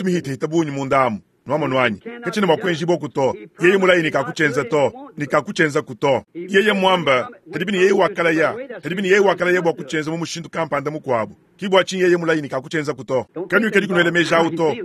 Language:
Luba-Lulua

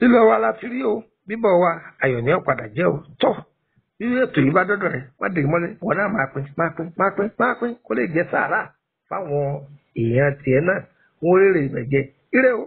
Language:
Yoruba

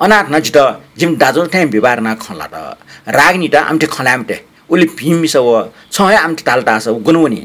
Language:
Newari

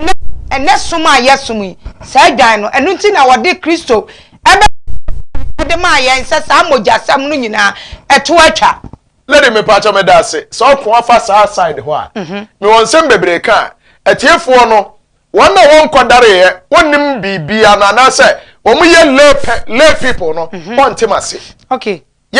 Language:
Akan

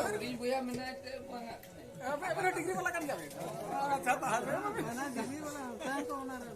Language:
Santali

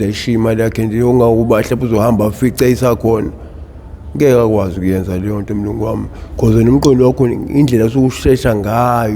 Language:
Zulu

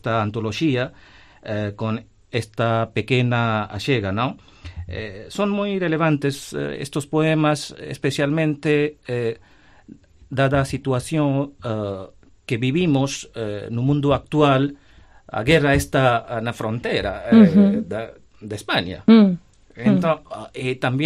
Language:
Galician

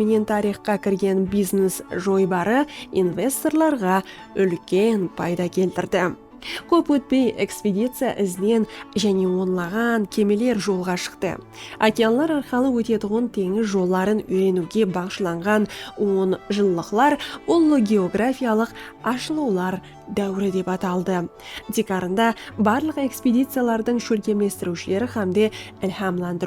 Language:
Kara-Kalpak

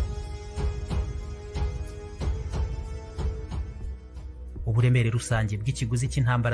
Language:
Kinyarwanda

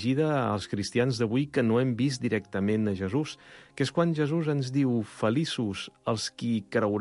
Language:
Catalan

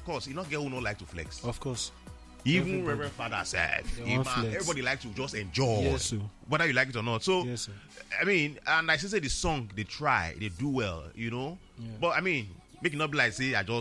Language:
Nigerian Pidgin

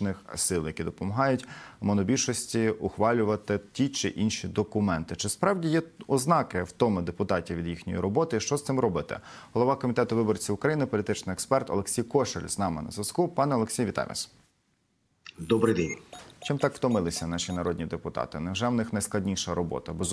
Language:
Ukrainian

